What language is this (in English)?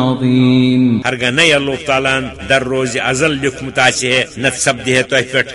Kashmiri